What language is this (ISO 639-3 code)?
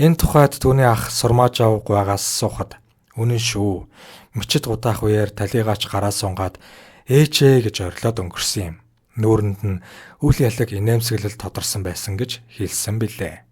mon